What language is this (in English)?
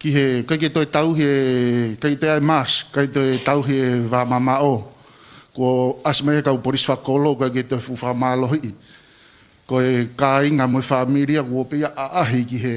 Tongan